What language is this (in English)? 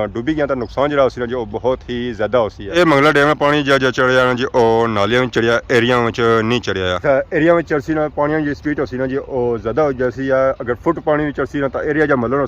Pahari-Potwari